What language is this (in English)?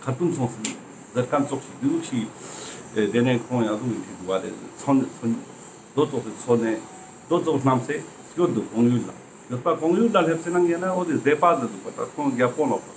Ladakhi